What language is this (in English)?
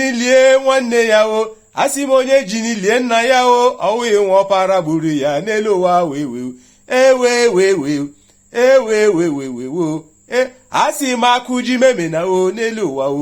Igbo